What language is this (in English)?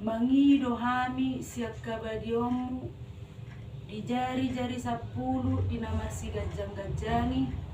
Batak Toba